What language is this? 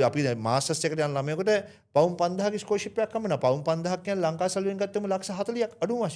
Sinhala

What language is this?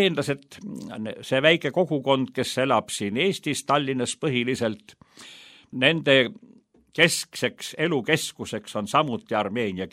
Estonian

